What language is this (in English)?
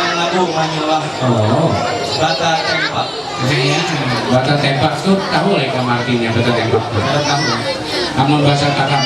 Ma'anyan